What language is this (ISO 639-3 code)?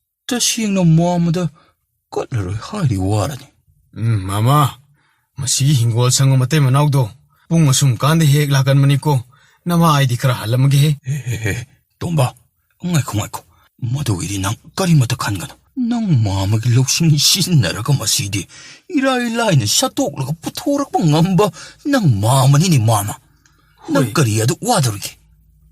mni